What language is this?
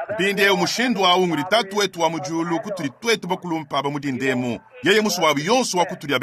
Luba-Lulua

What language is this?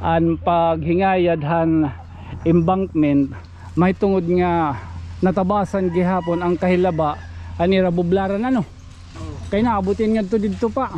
Waray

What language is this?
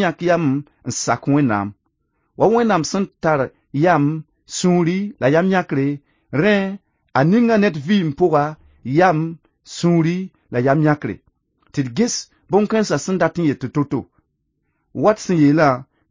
Mossi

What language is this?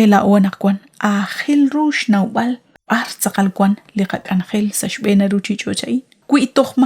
Kekchí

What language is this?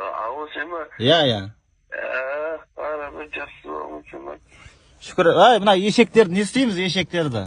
Kazakh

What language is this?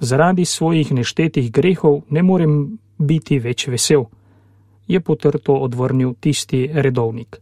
Slovenian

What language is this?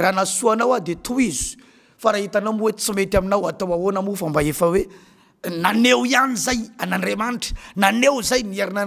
Malagasy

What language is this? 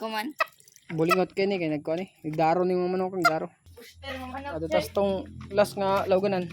Cebuano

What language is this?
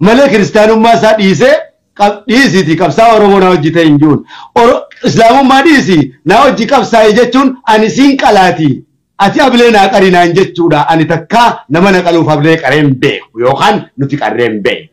Oromo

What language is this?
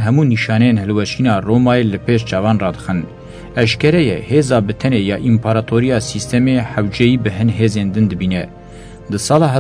Kurdish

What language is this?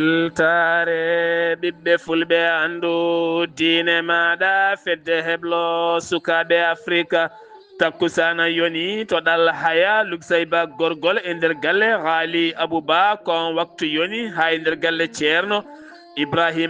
Fula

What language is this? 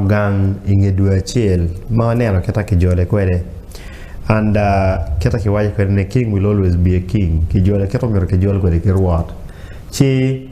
Acoli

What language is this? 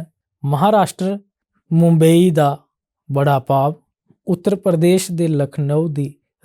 Dogri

